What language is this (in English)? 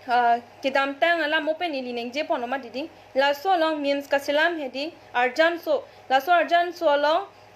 Karbi